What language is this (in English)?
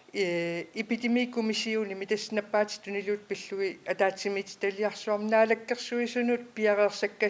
Kalaallisut